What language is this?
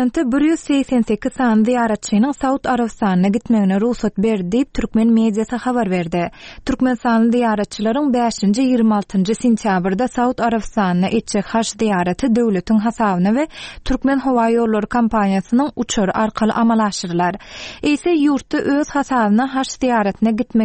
Turkmen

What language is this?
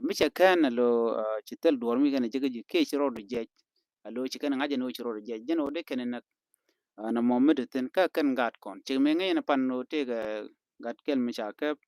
Nuer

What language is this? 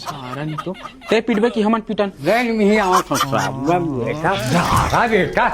Chhattisgarhi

